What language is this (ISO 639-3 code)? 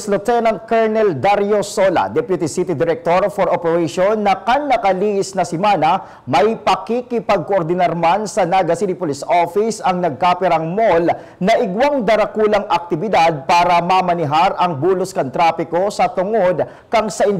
bik